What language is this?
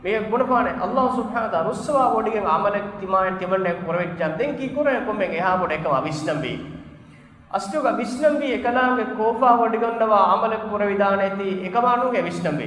Divehi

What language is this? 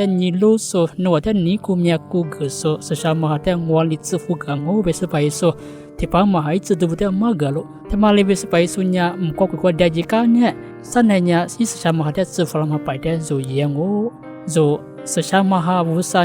Lisu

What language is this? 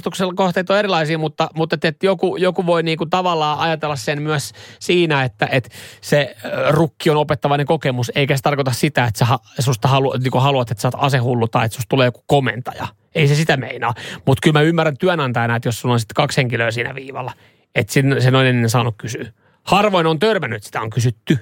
Finnish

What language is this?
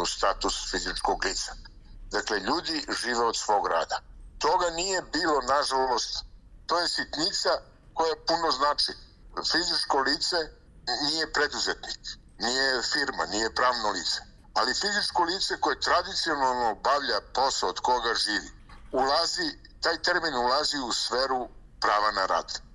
Serbian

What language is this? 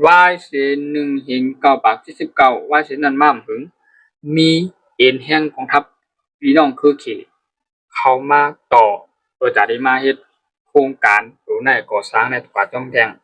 Shan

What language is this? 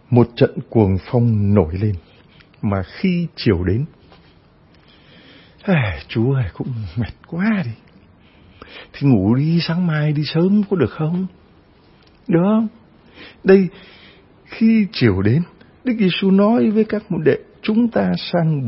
Vietnamese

